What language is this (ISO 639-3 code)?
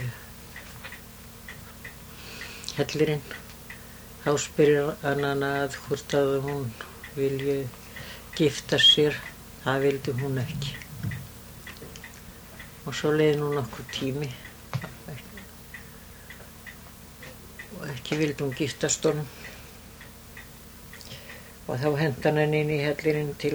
isl